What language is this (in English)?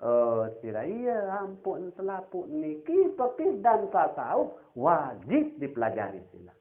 Sasak